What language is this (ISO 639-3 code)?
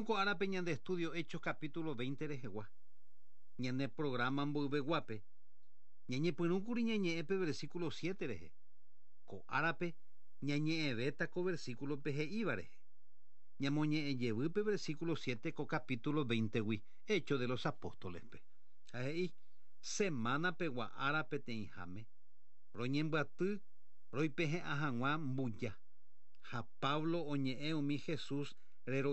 grn